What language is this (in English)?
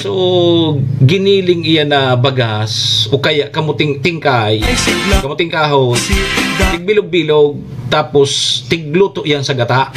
Bikol